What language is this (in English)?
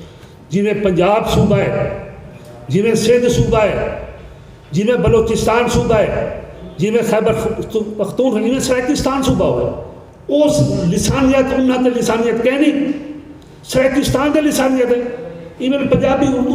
Saraiki